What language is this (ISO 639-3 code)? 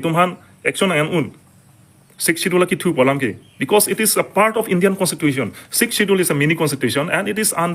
mjw